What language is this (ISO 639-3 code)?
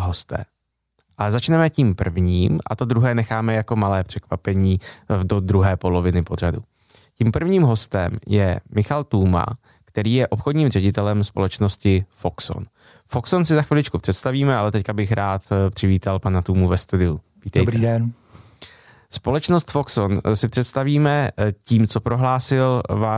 ces